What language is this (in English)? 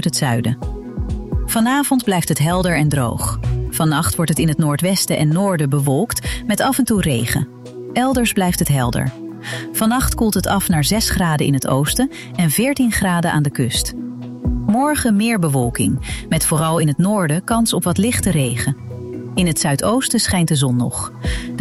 Dutch